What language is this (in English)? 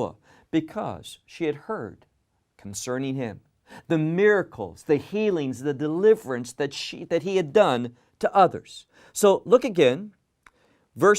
English